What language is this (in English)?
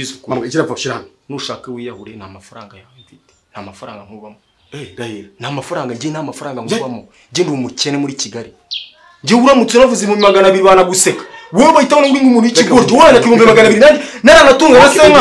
Kinyarwanda